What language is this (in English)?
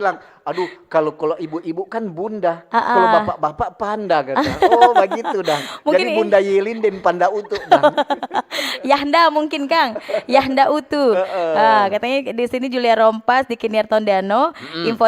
Manado Malay